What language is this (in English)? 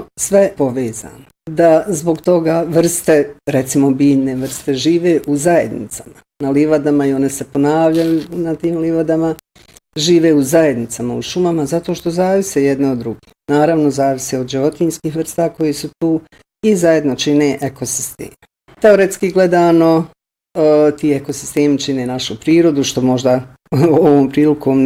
Bosnian